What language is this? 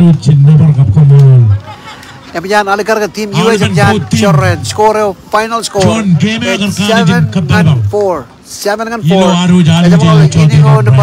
Marshallese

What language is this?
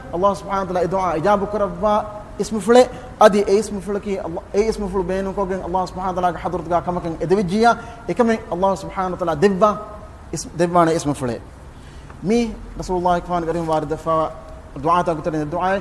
Divehi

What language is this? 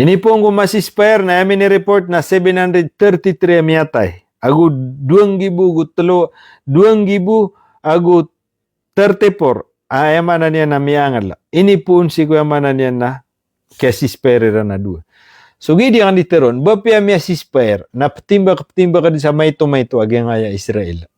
Maranao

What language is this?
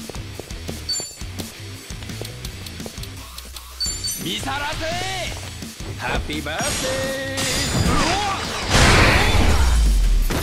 Japanese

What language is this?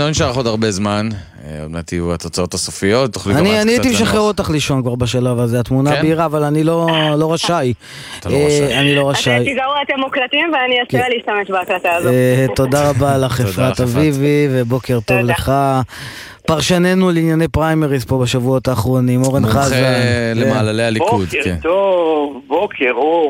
Hebrew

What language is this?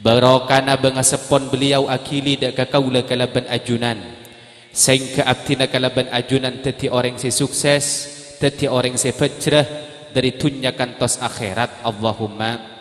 Madurese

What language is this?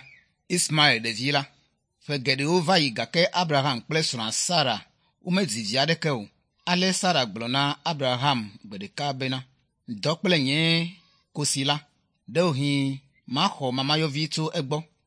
Ewe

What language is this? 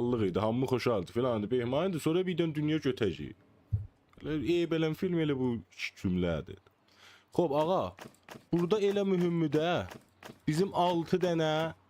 South Azerbaijani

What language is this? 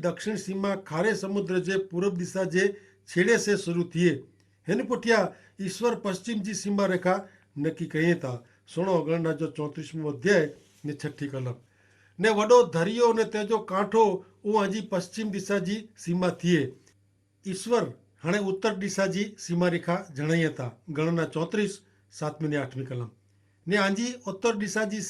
Kachhi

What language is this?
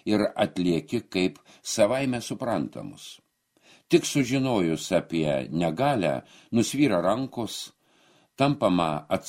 Lithuanian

